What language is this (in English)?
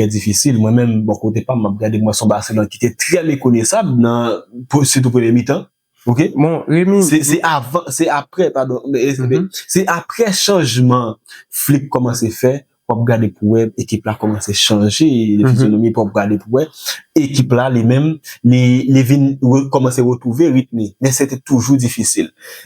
Haitian Creole